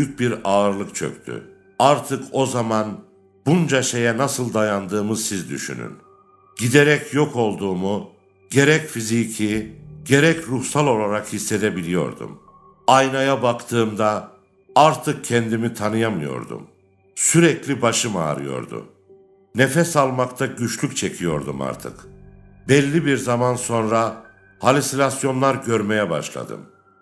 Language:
Turkish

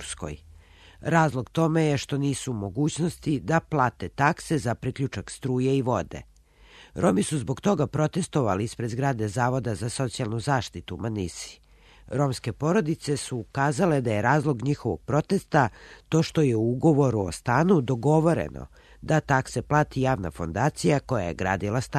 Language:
Serbian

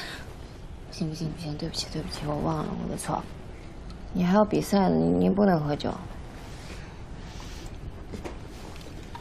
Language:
Chinese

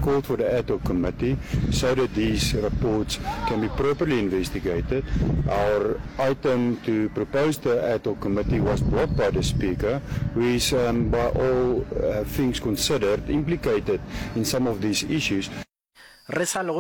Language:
Northern Sotho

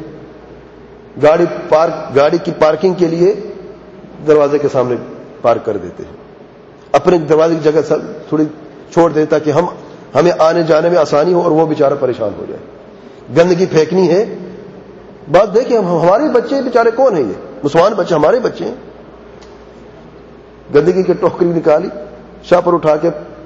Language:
Urdu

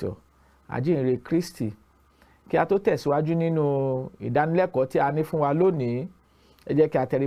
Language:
Yoruba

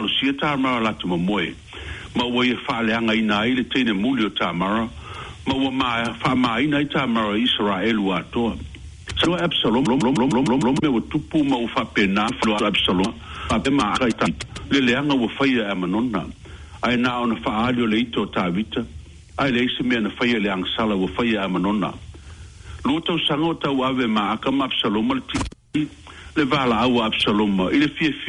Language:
Samoan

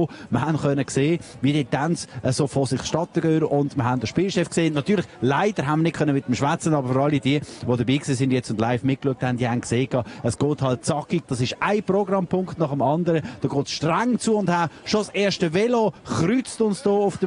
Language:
Swiss German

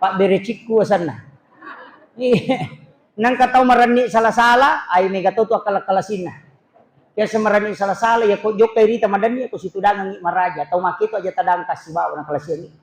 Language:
Buginese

